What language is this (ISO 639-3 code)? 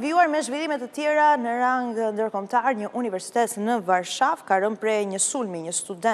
sqi